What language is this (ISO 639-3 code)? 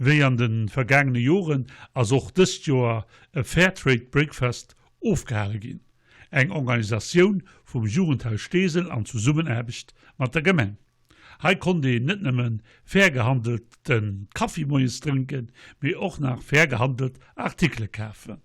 ltz